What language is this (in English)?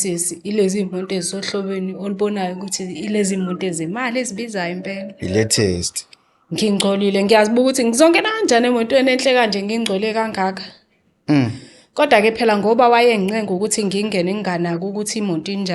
Zulu